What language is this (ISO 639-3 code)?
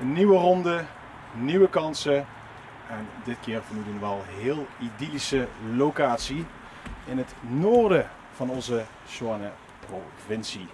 lim